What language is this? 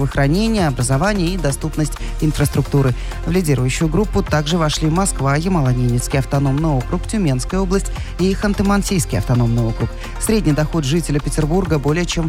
Russian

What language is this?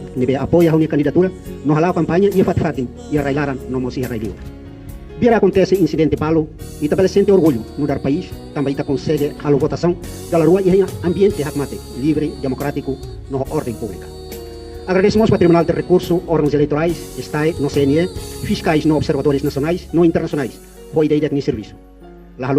Tetum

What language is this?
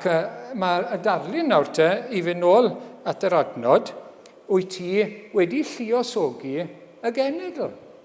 Welsh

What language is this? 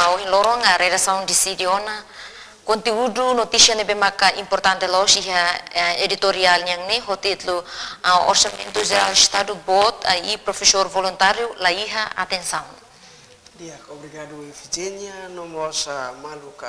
Tetum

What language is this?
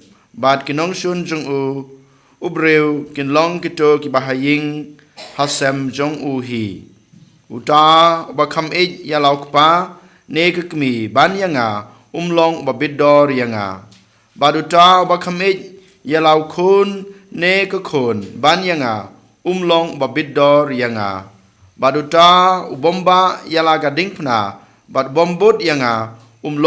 Khasi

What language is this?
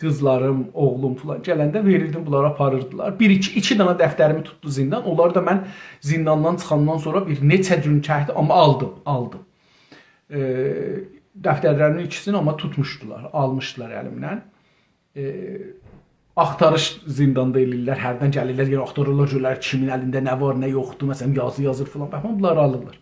South Azerbaijani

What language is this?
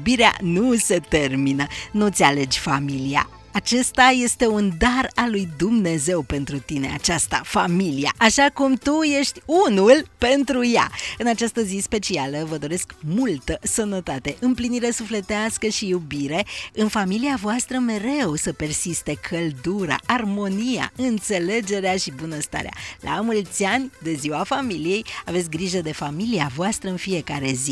Romanian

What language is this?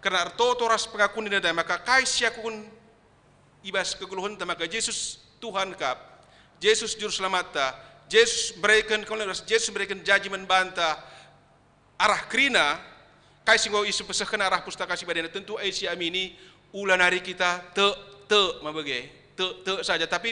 Batak Karo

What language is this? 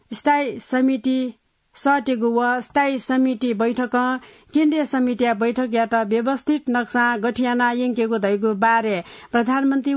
Newari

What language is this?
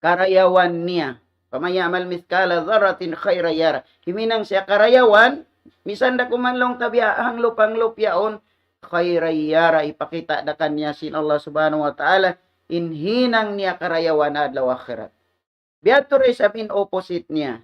Tausug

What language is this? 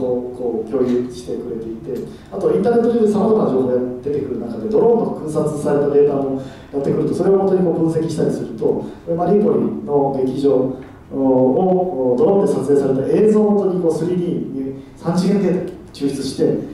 Japanese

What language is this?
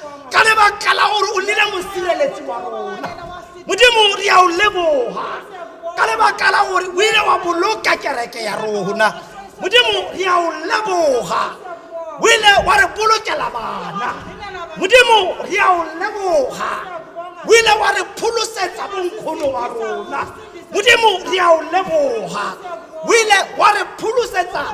Tswana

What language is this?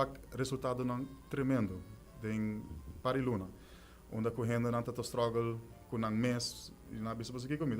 Papiamento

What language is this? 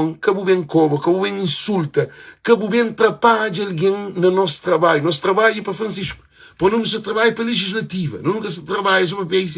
Kabuverdianu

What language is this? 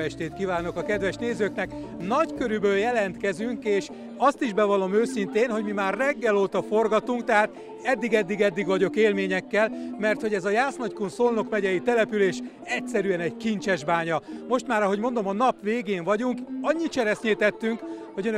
Hungarian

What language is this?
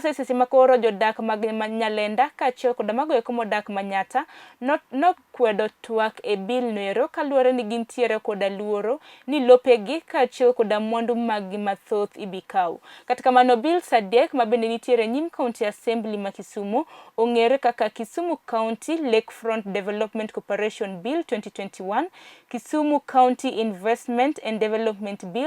Luo (Kenya and Tanzania)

